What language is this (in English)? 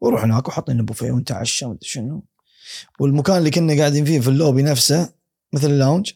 Gulf Arabic